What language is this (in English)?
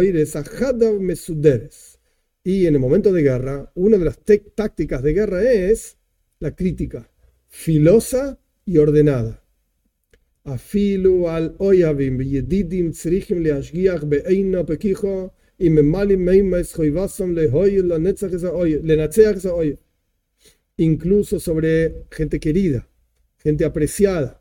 Spanish